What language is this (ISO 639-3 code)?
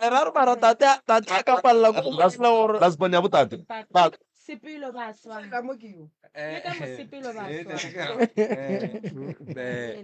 nso